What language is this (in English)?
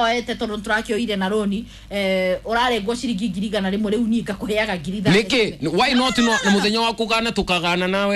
Kikuyu